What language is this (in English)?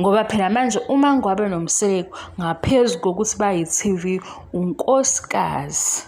Zulu